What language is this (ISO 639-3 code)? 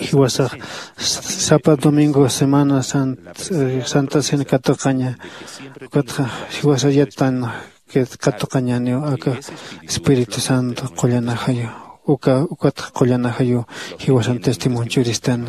aym